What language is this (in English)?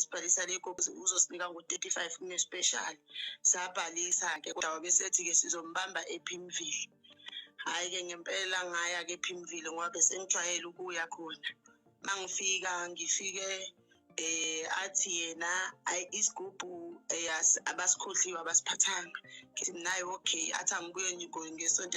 Zulu